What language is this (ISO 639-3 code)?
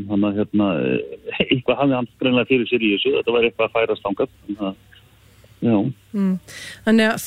isl